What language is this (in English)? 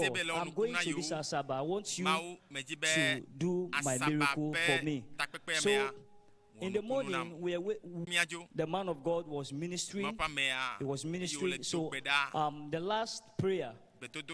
Ewe